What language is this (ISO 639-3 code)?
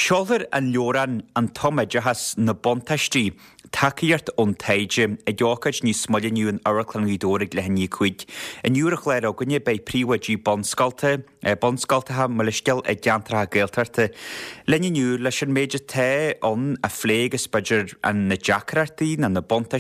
gle